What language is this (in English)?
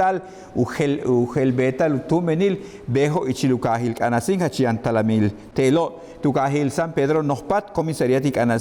Yucateco